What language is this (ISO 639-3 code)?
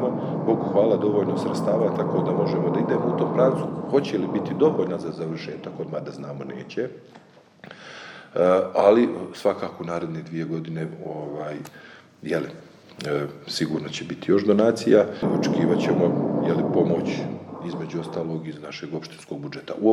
bos